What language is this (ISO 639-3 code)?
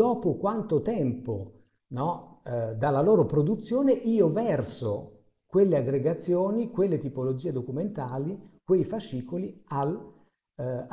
ita